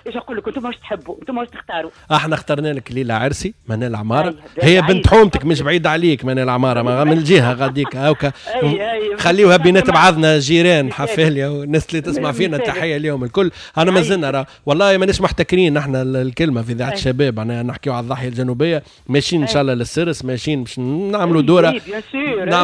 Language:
Tunisian Arabic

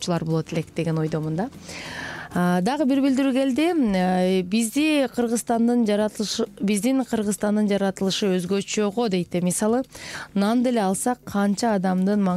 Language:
Kyrgyz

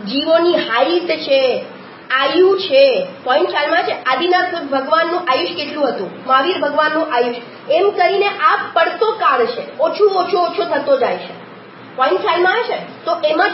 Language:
Gujarati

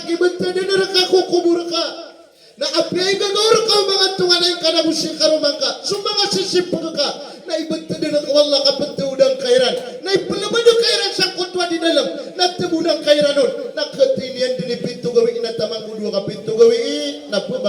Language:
Maranao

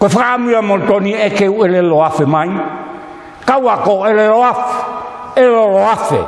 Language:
Tongan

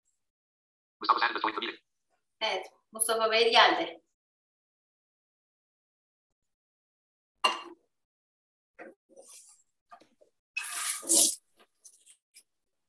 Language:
Turkish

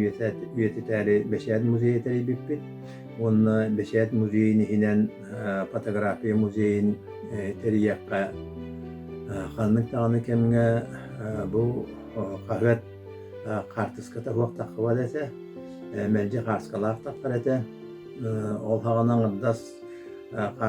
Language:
Yakut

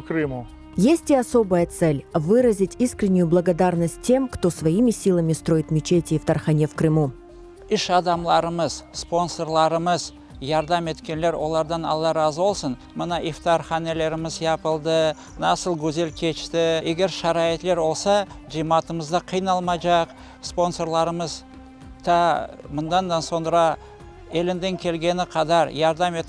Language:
Crimean Tatar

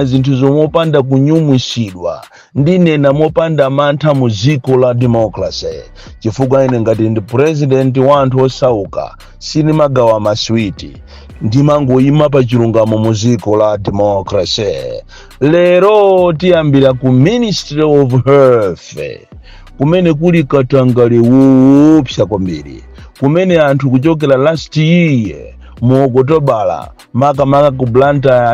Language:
Nyanja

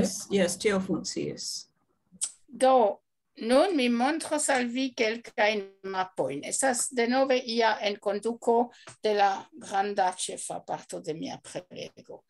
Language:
Esperanto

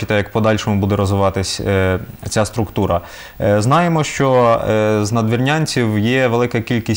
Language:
Ukrainian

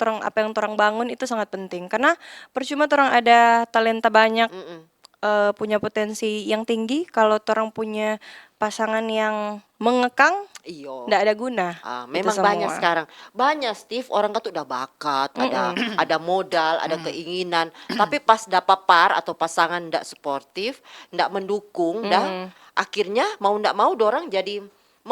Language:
Manado Malay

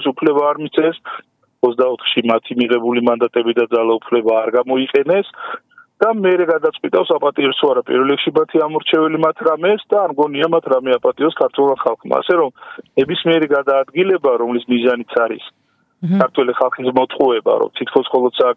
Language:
Georgian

